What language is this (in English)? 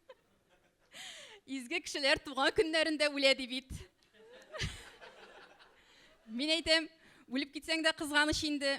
Tatar